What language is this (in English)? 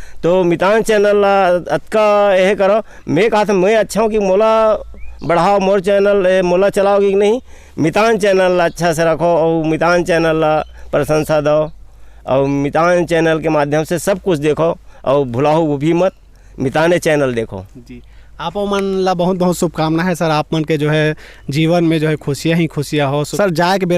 Chhattisgarhi